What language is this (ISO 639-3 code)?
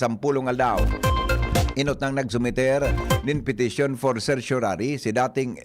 bik